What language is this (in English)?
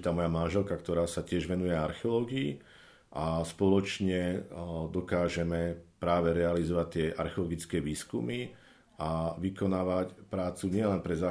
Slovak